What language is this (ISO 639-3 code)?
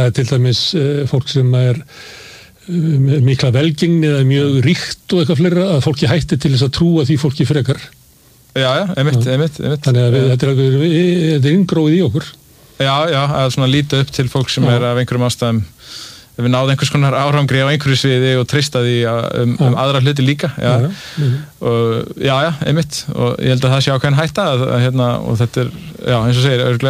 isl